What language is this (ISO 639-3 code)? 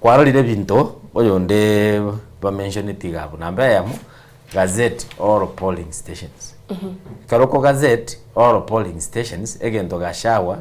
guz